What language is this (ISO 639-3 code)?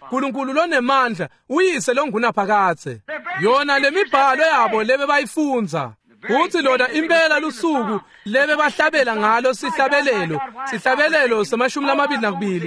ssw